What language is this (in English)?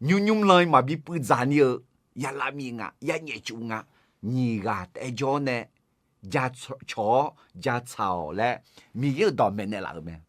Akha